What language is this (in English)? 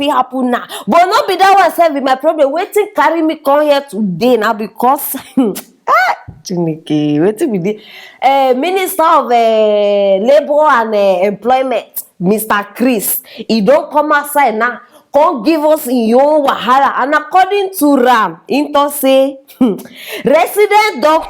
Nigerian Pidgin